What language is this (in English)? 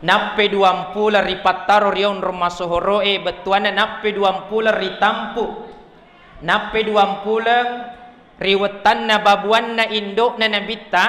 Buginese